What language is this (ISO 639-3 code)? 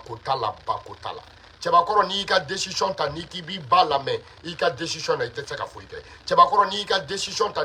bam